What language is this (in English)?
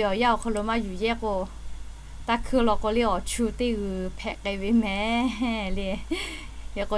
Lahu